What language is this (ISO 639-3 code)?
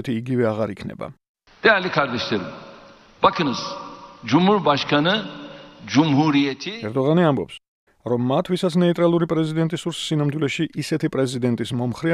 kat